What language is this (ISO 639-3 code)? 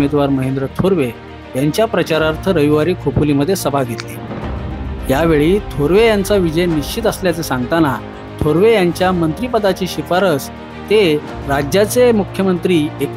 mar